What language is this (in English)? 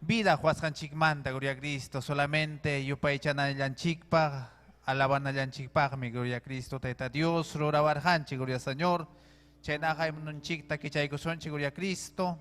Ayacucho Quechua